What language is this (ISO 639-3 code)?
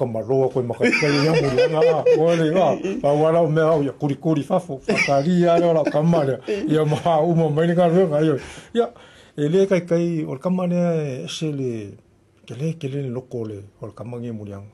smo